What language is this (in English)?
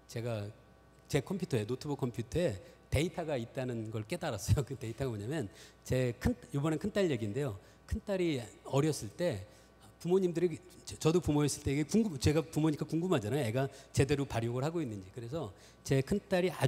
Korean